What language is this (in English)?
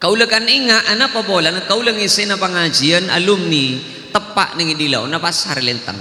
Madurese